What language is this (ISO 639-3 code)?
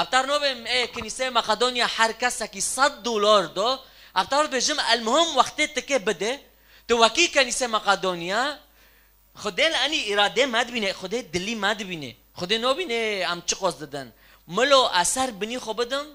kur